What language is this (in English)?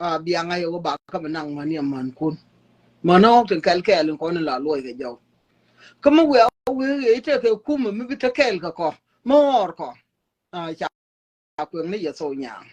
Nuer